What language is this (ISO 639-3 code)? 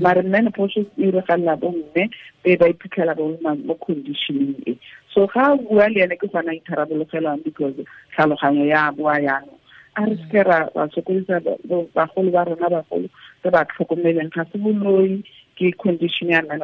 tsn